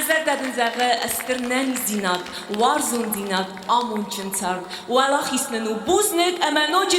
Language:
Ossetic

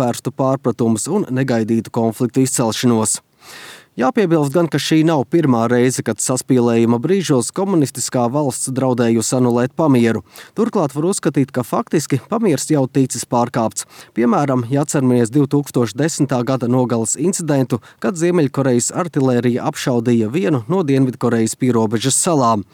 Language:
Latvian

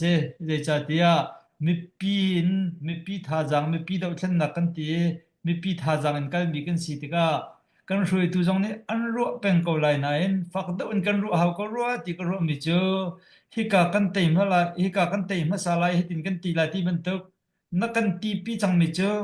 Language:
Hakha Chin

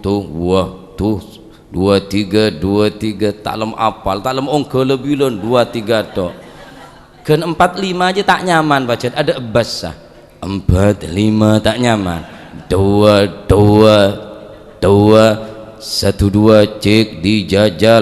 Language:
Madurese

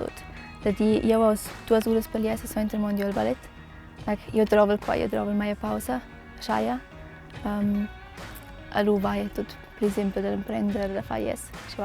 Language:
Romansh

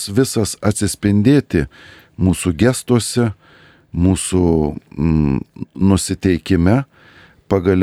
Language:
Lithuanian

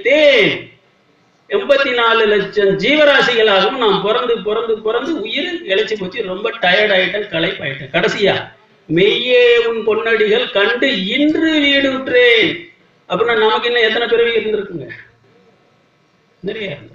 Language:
Tamil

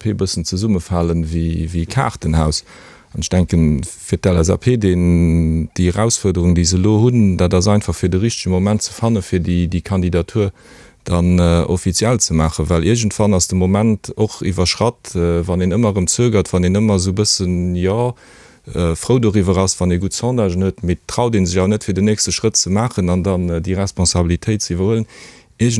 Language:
Luxembourgish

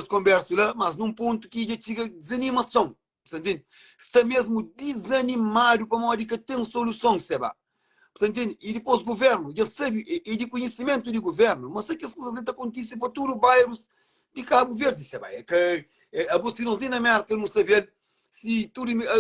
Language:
Kabuverdianu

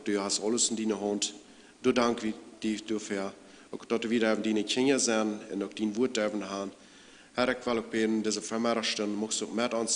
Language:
Plautdietsch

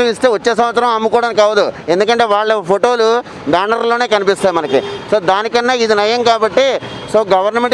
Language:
Telugu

